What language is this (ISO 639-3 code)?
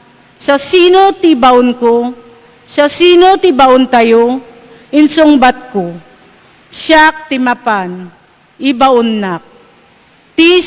ilo